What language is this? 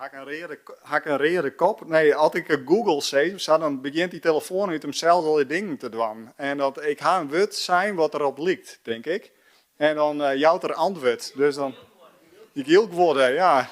Western Frisian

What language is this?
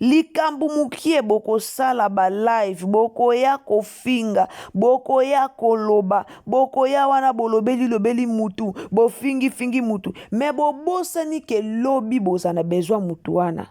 Lingala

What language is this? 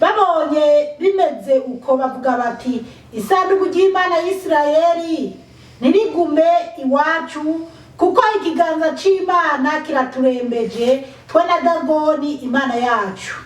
Rundi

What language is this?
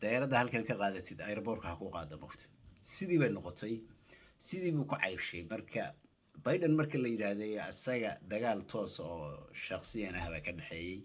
Somali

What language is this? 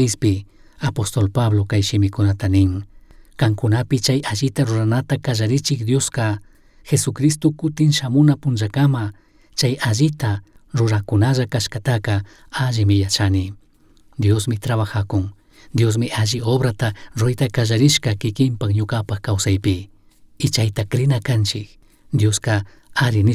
Chimborazo Highland Quichua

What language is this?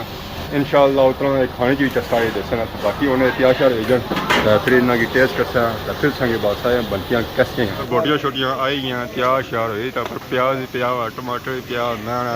Pahari-Potwari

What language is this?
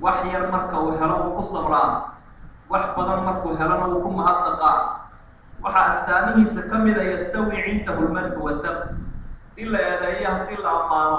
Somali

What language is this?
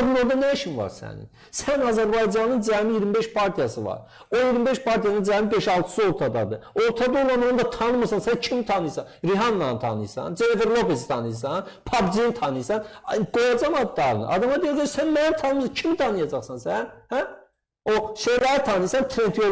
Azerbaijani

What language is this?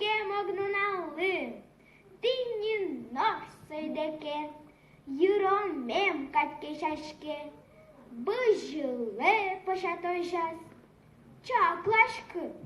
Udmurt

